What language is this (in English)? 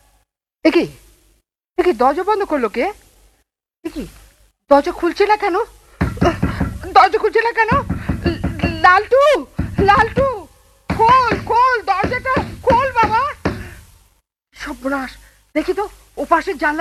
Bangla